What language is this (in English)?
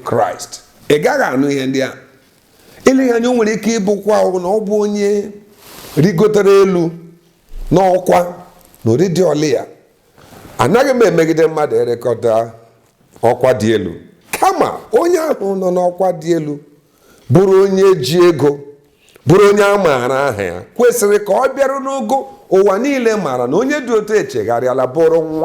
Igbo